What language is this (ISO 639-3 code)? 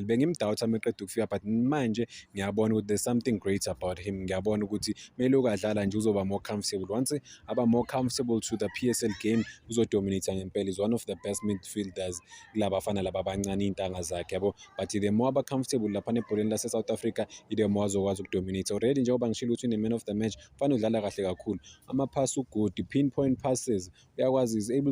zul